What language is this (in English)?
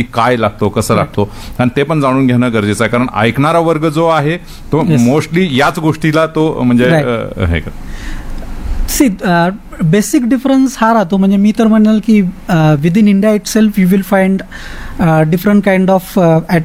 Marathi